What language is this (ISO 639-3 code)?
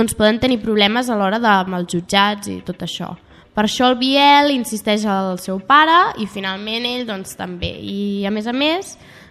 cat